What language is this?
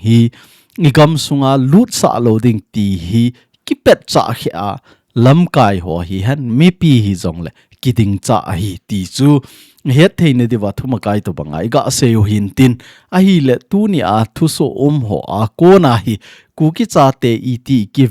Thado Chin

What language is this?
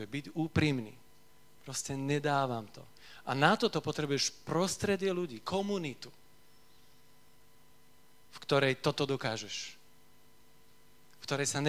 Slovak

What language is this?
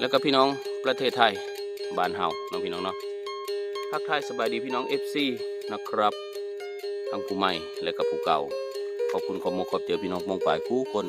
Northeastern Thai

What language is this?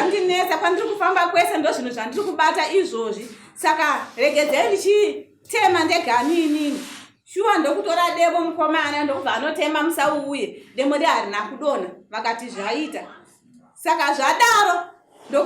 Shona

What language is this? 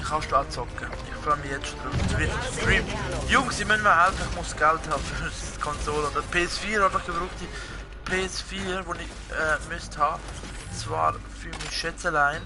Swiss German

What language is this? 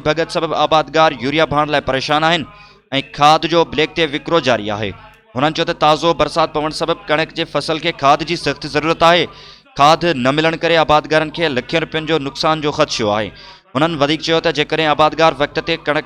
Sindhi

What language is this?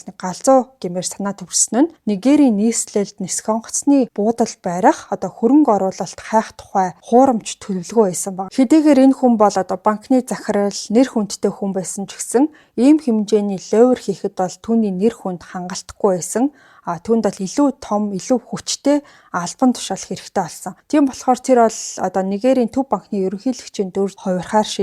Mongolian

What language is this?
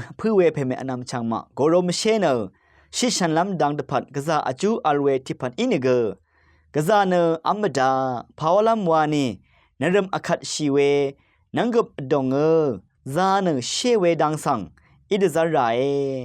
Rawang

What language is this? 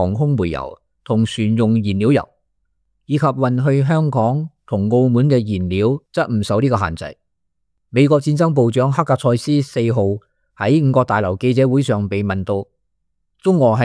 Cantonese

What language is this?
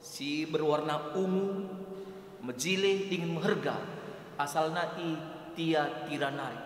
Batak Karo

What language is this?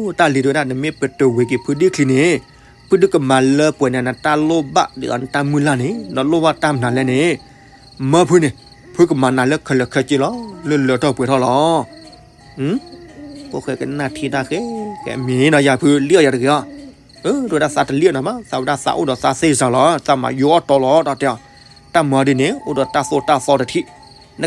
S'gaw Karen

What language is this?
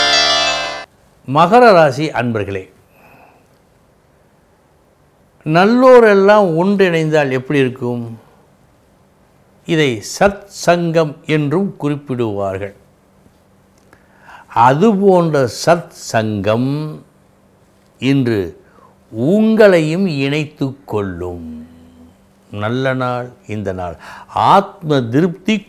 Tamil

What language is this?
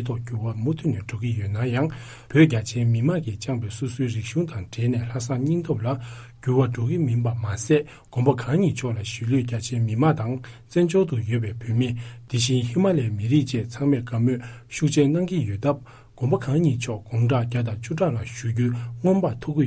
Tibetan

